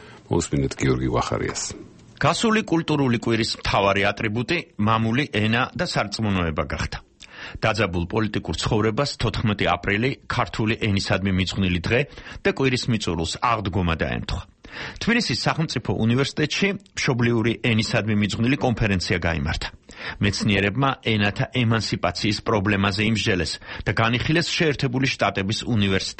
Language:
Georgian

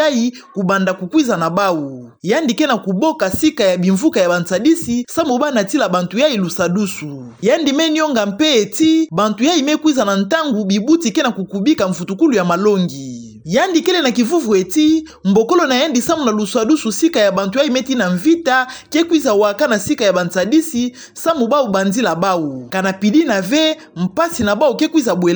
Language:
Kituba (Democratic Republic of Congo)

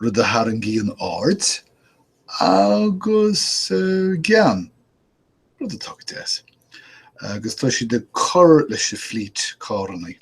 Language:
Irish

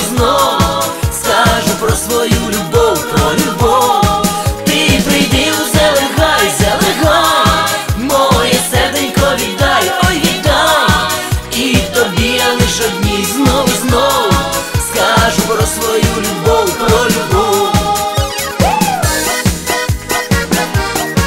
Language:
Ukrainian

